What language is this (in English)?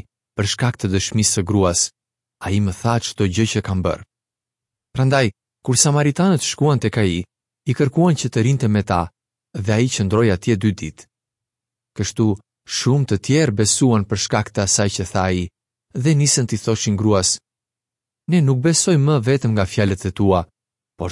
Albanian